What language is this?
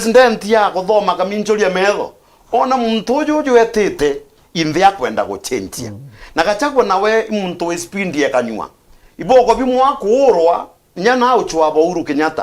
Meru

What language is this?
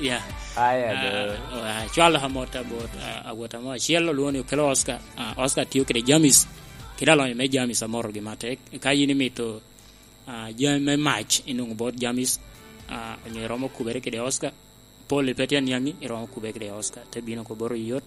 Lango (Uganda)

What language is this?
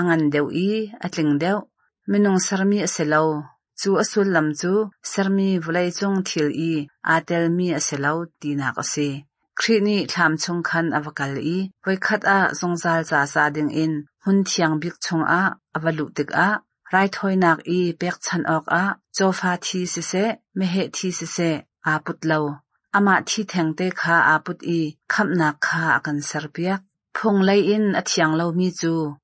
Hakha Chin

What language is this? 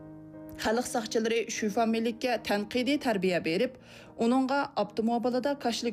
Uyghur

